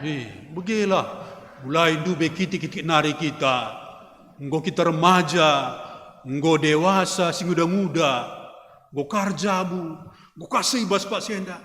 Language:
Batak Karo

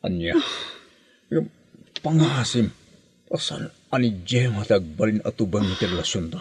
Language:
Iloko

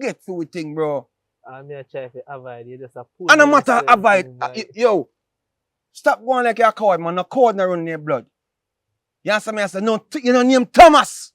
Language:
Jamaican Creole English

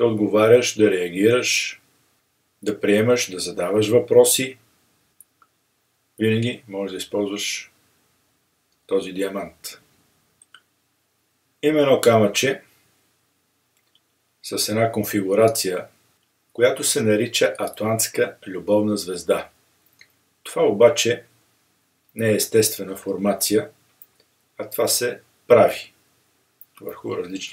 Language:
Bulgarian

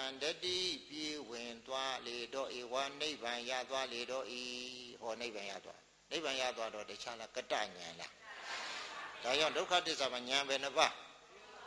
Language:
Burmese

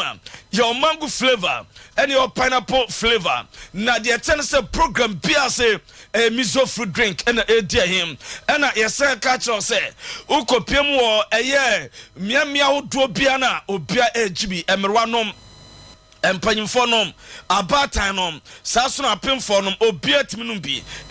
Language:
Akan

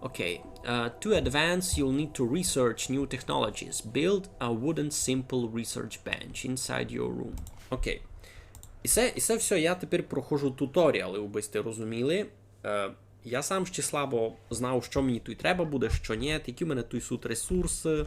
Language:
Rusyn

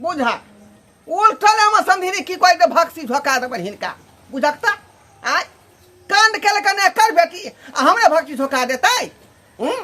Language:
Maithili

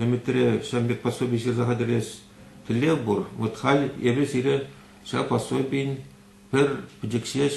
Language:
Chuvash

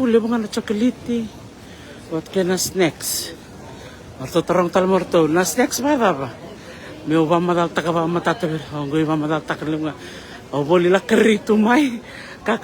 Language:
Fijian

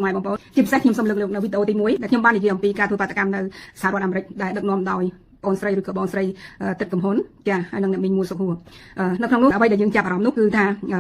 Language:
Khmer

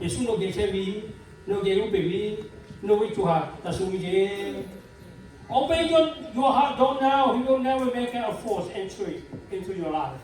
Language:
Lahu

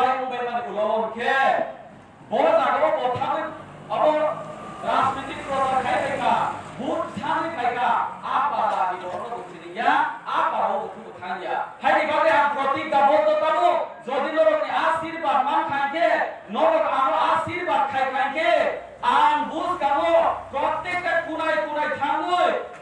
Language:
Kok Borok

